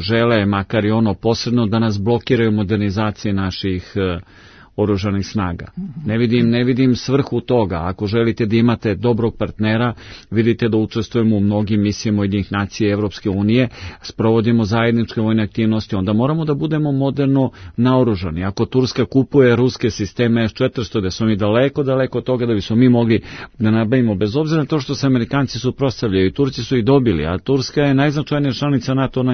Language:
Serbian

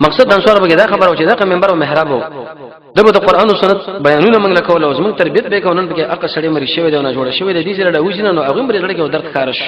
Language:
Pashto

